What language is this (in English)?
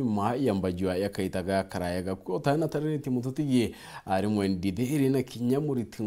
Meru